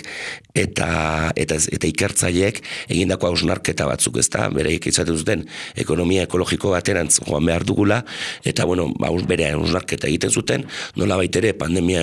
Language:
Basque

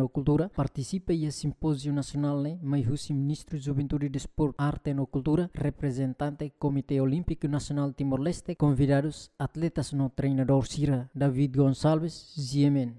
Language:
Tetum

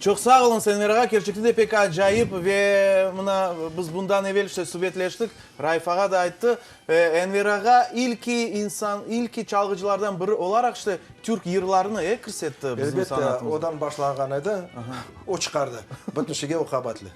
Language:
Crimean Tatar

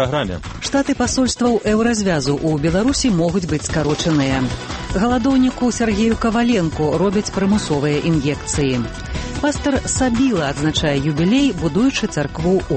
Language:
Belarusian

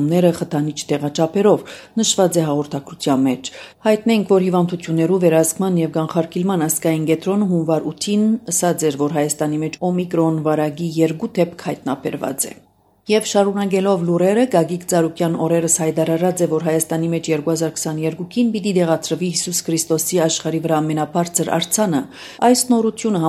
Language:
Armenian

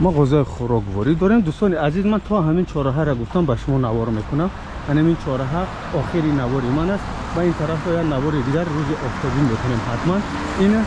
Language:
Tajik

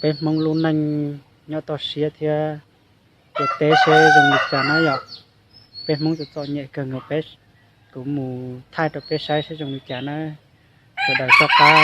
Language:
Hmong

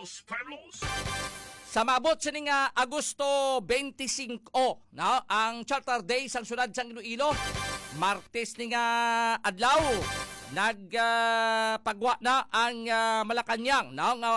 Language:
Hiligaynon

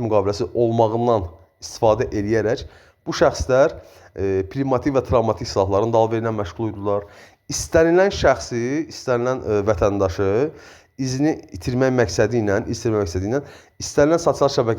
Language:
Azerbaijani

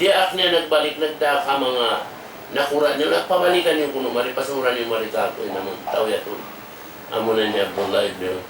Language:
Tausug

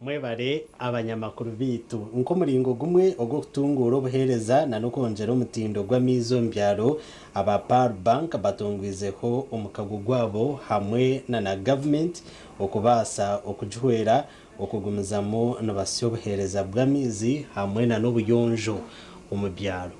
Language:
Nyankole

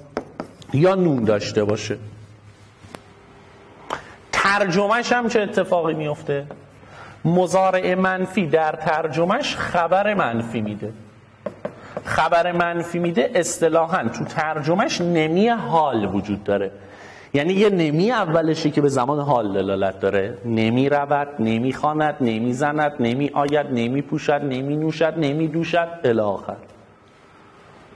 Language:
Persian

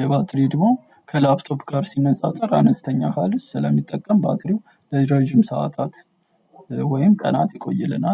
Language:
Amharic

